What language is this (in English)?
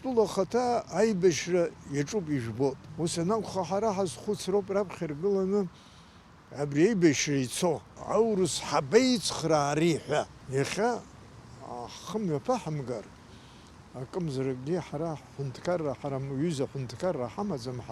Abkhazian